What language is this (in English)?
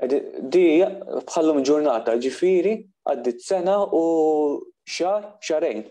Maltese